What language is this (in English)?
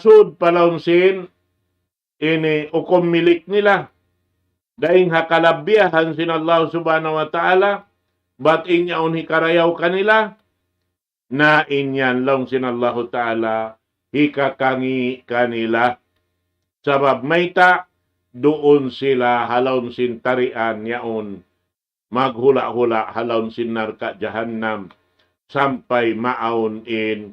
Tausug